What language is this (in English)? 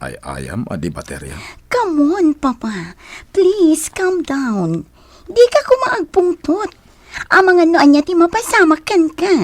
Iloko